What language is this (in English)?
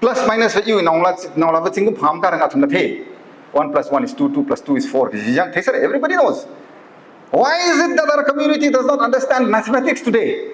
Tangkhul Naga (India)